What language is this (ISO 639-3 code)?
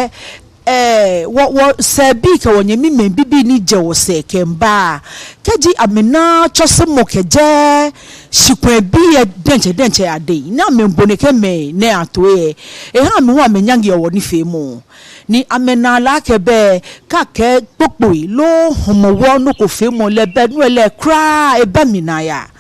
gaa